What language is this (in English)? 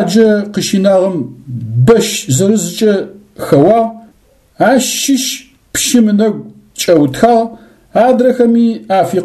Adyghe